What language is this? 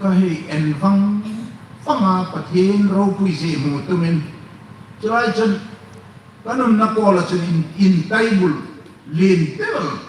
Hmar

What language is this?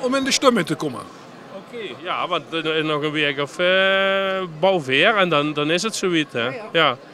Limburgish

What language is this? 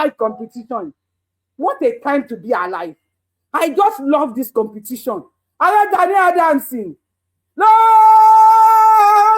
Yoruba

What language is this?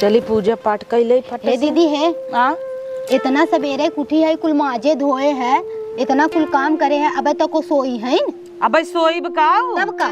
Awadhi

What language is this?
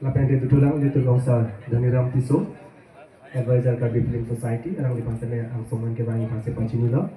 Karbi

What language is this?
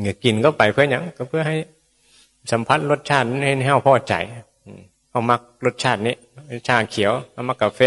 Northeastern Thai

